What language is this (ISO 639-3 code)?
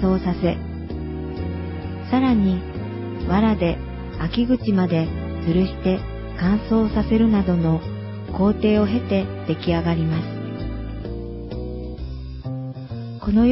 jpn